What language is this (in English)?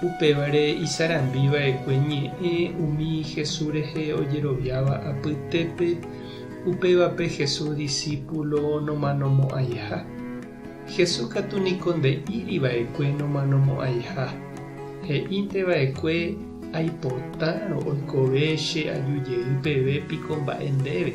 Guarani